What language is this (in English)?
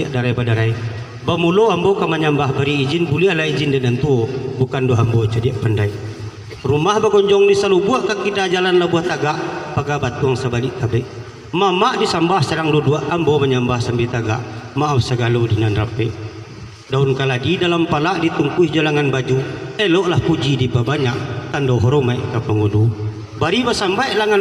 Minangkabau